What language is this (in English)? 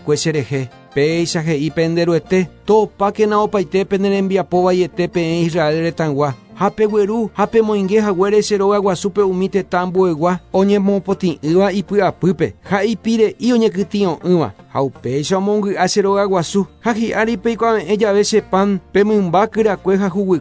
Guarani